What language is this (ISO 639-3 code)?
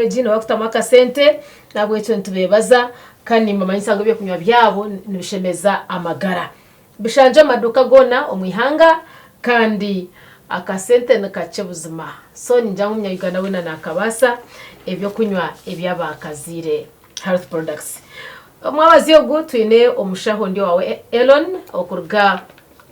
nyn